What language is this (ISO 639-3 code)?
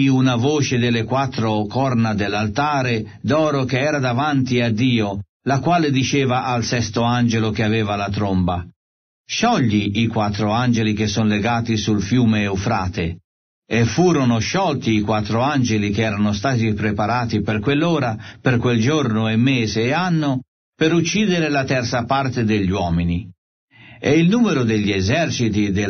ita